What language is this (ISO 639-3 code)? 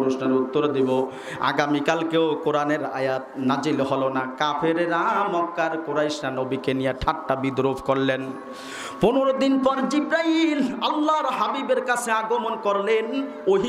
ben